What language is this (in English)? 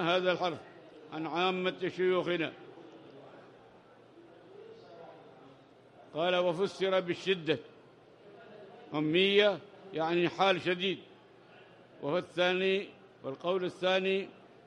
Arabic